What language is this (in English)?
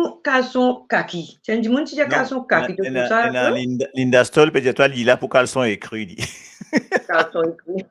Morisyen